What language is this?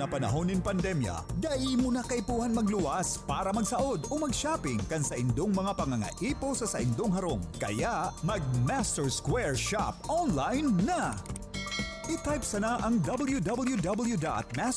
Bikol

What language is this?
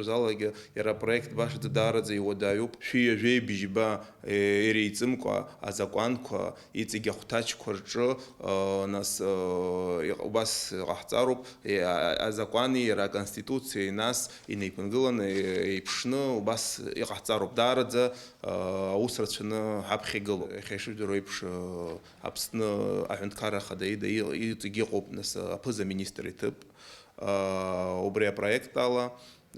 Abkhazian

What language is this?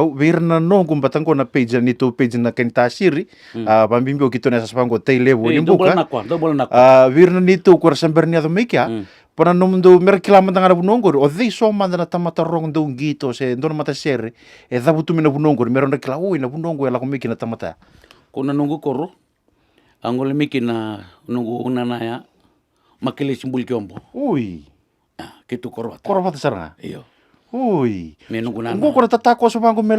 Fijian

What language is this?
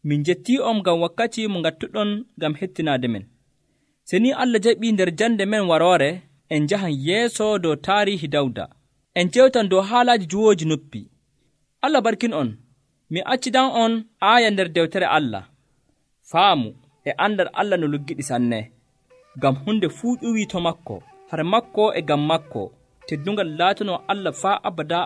Nigerian Fulfulde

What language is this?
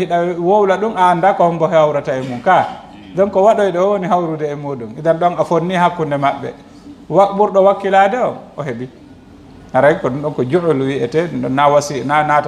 Fula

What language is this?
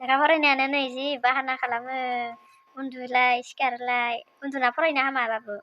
Bodo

